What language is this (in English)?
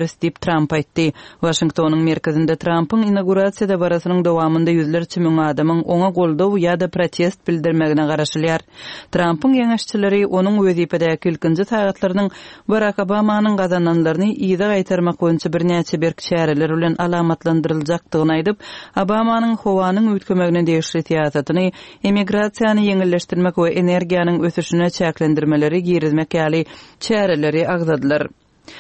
Turkmen